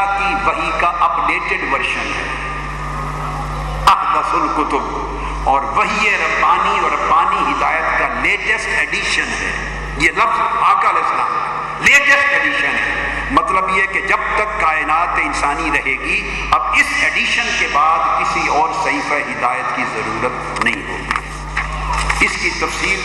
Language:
Urdu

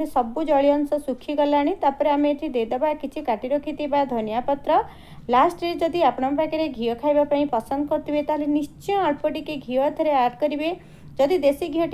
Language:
Odia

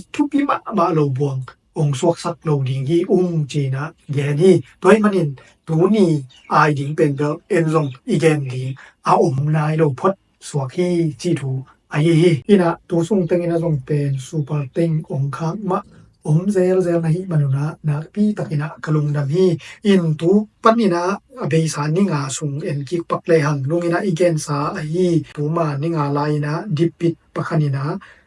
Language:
Tedim Chin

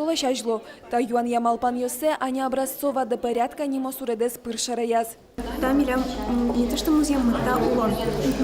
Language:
Udmurt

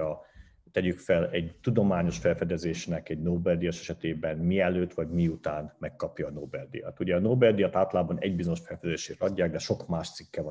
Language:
Hungarian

